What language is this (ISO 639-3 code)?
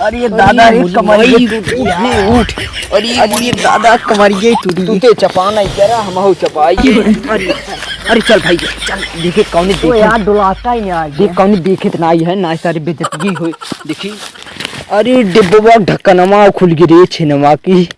awa